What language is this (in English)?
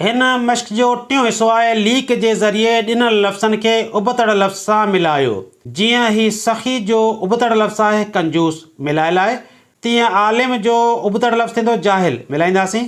Sindhi